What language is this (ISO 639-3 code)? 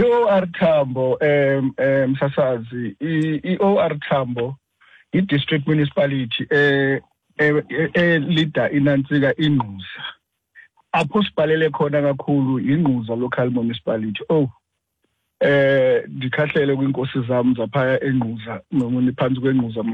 xho